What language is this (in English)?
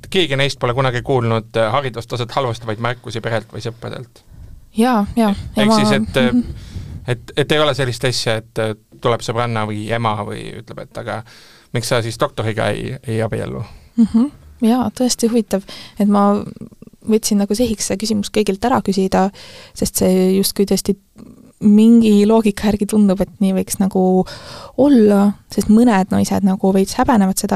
Estonian